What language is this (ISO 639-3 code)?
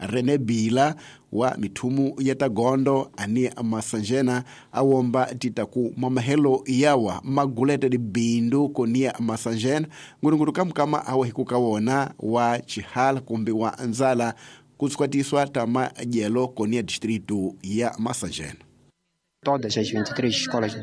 tso